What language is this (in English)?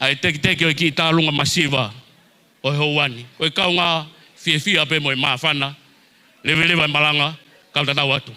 Tongan